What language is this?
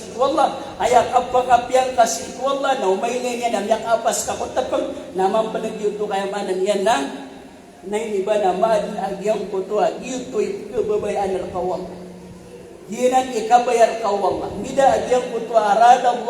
Maranao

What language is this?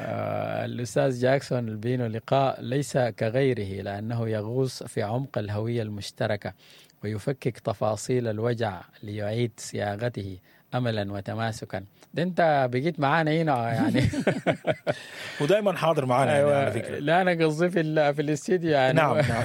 Sudanese Arabic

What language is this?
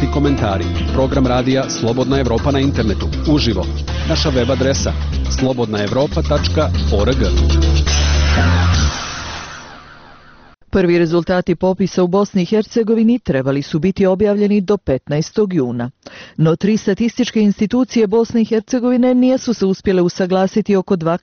Bosnian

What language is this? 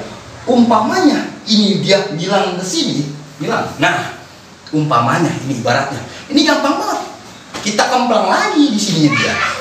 Betawi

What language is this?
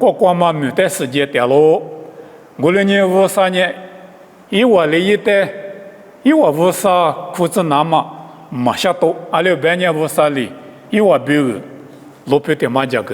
Lisu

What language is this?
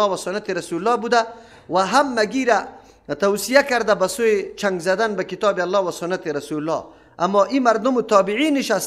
Persian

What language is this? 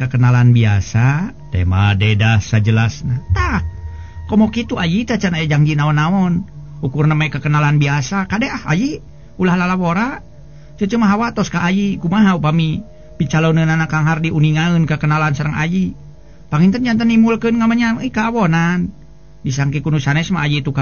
Sundanese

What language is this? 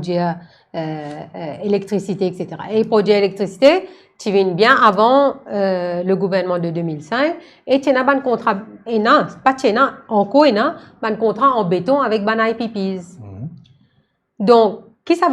Morisyen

